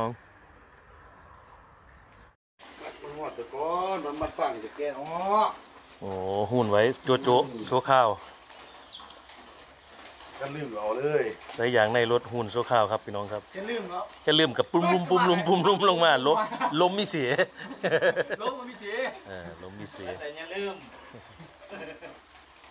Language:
Thai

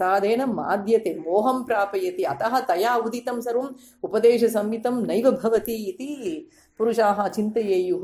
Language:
Sanskrit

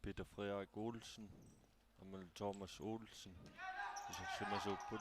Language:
Kalaallisut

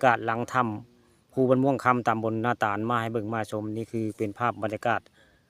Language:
Northeastern Thai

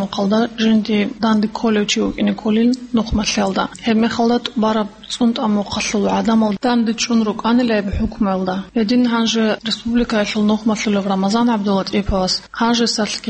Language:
Avaric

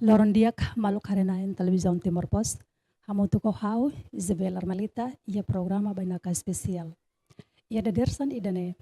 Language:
Tetum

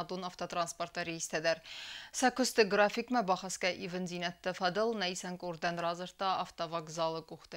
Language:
Ossetic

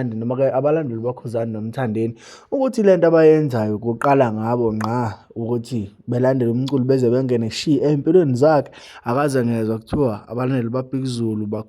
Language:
Zulu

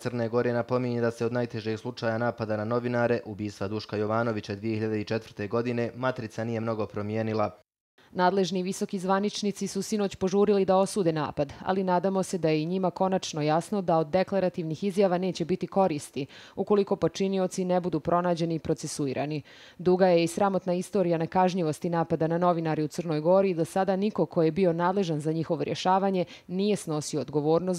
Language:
Croatian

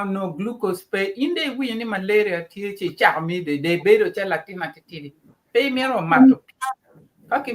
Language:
Acoli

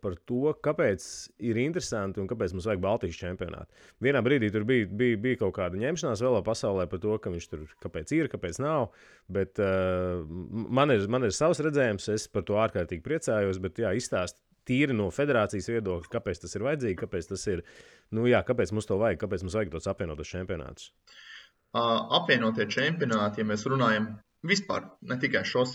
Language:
Latvian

